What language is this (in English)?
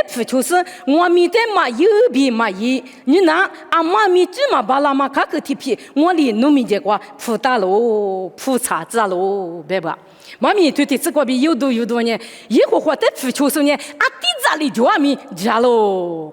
Lisu